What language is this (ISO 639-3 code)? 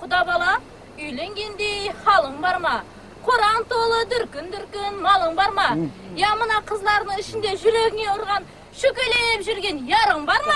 kaa